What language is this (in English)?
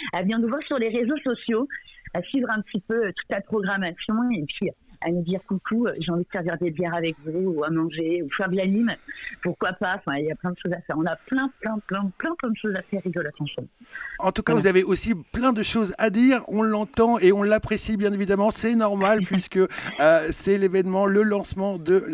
French